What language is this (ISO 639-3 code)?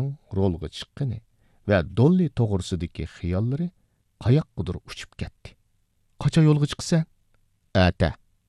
uig